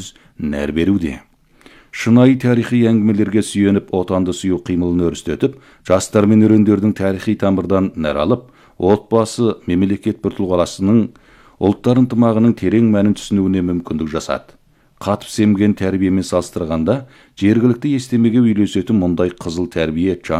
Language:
Kazakh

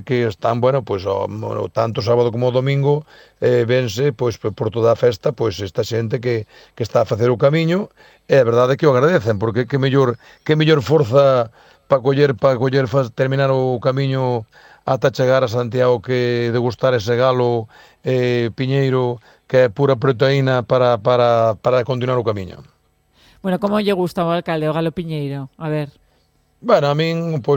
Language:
Galician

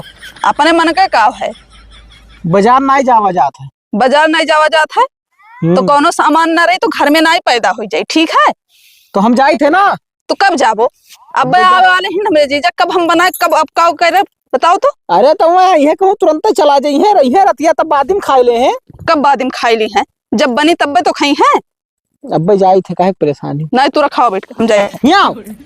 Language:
Awadhi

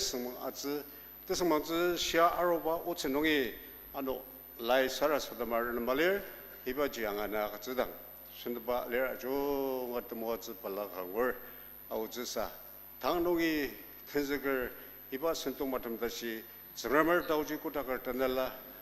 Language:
Ao Naga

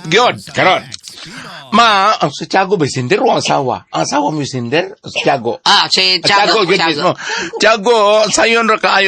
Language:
Cebuano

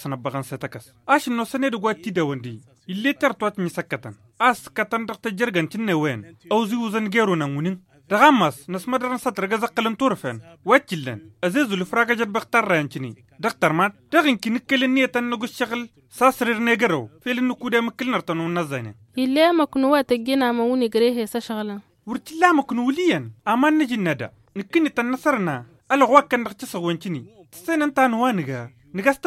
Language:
Tamasheq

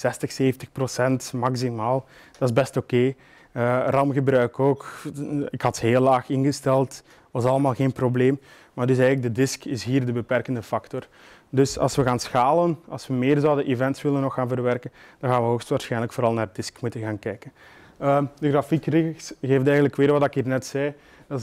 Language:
Dutch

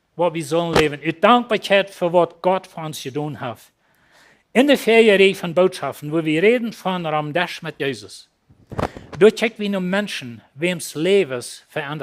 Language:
Plautdietsch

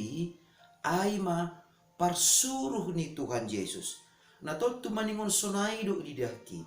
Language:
Batak Simalungun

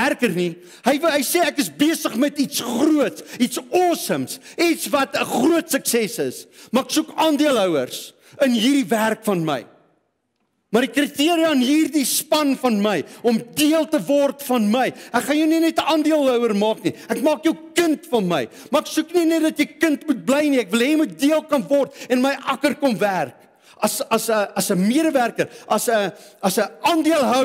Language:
Afrikaans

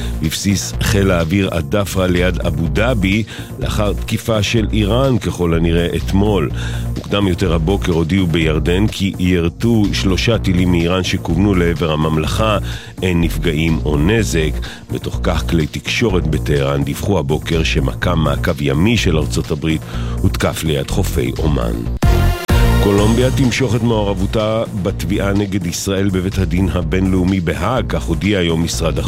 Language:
Hebrew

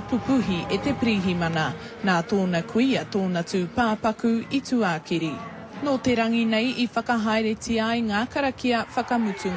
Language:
Māori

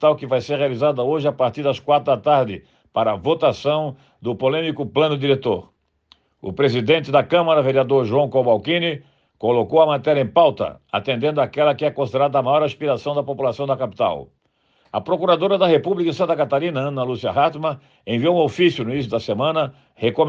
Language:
Portuguese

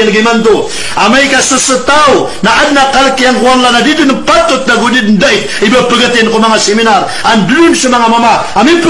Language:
Maranao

